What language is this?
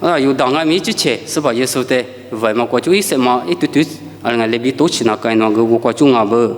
Lisu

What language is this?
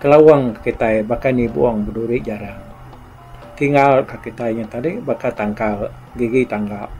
Iban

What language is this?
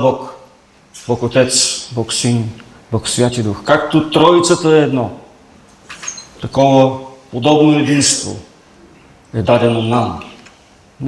Bulgarian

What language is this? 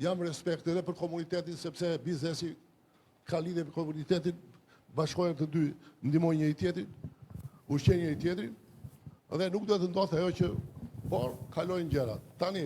Albanian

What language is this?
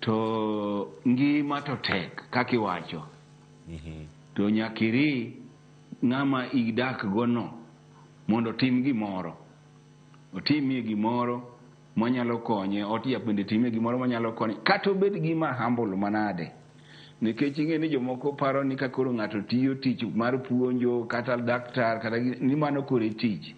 Luo (Kenya and Tanzania)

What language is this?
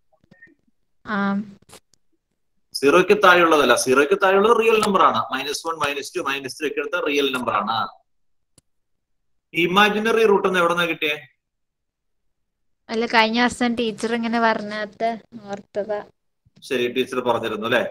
Malayalam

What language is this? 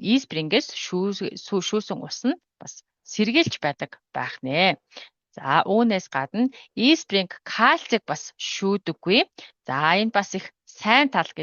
Mongolian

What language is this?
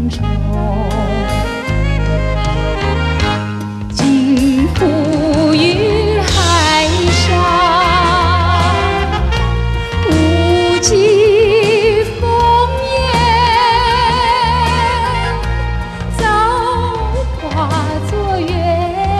Chinese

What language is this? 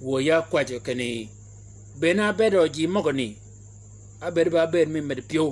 Shilluk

